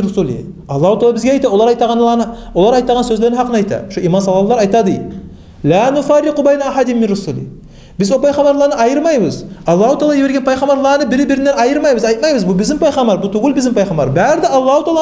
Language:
Kumyk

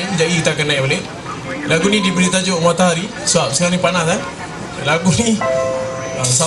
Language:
Malay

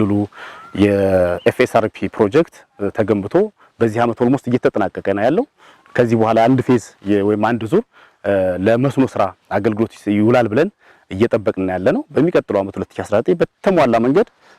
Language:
Amharic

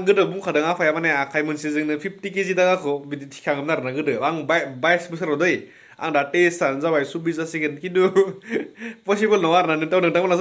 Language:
Bodo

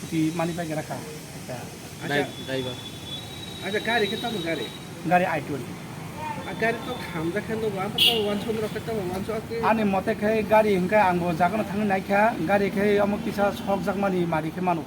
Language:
Kok Borok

